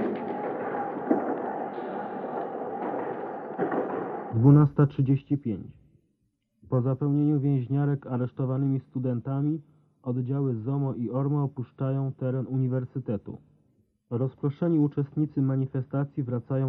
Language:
Polish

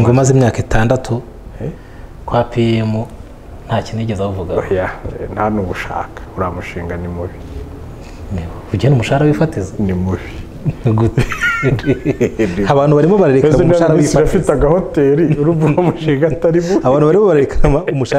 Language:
Kinyarwanda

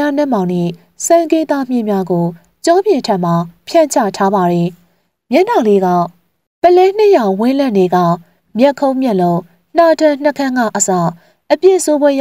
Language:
Burmese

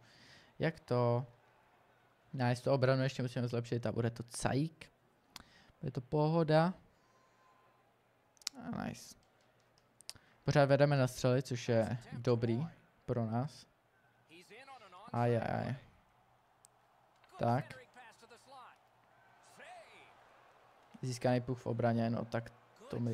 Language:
Czech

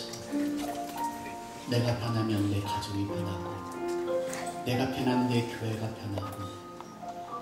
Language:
Korean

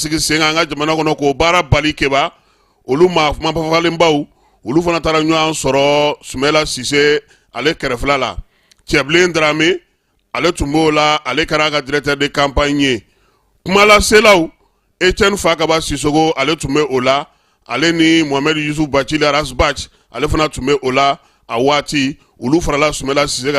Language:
Bambara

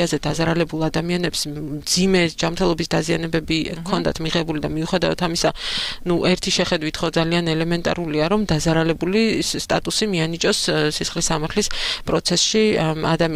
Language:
Georgian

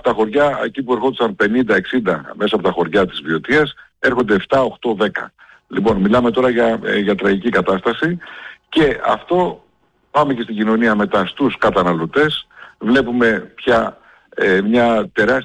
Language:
Greek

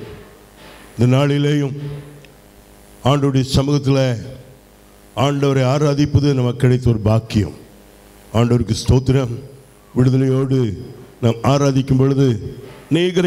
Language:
Tamil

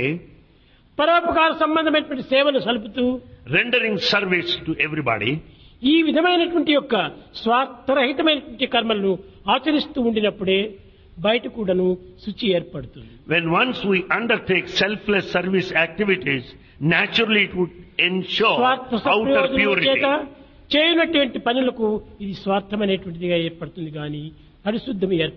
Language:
Telugu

